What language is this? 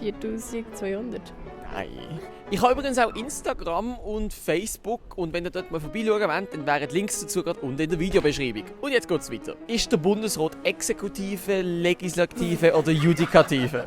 Swiss German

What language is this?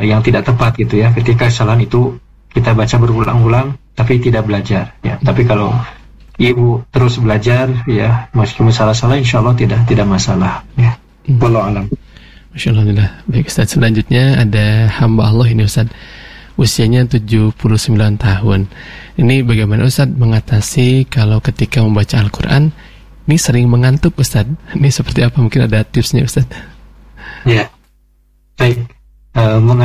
Indonesian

